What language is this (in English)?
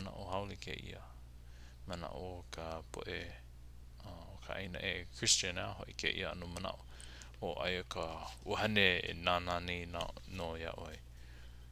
Hawaiian